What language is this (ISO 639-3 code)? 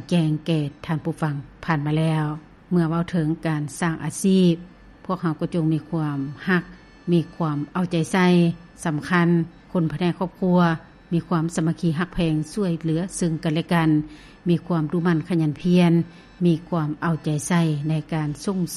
lao